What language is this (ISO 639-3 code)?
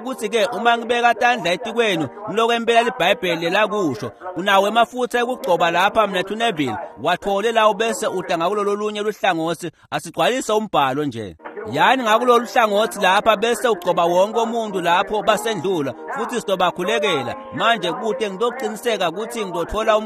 ssw